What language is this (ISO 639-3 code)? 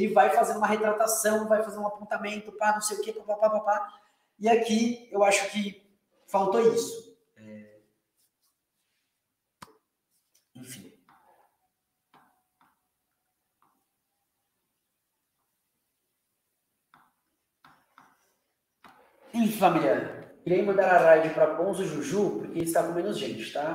por